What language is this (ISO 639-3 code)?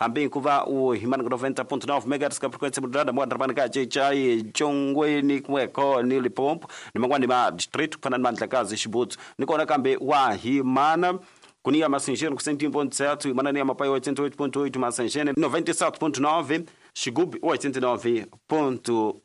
tso